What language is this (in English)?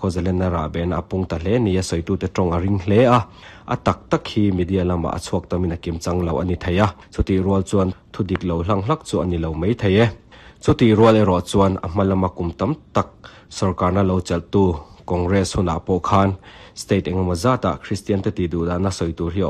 Mizo